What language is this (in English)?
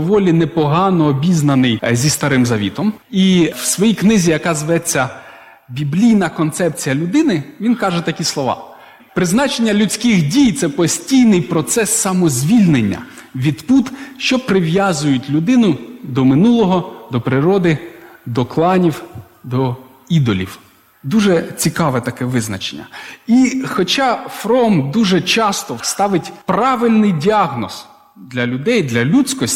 Ukrainian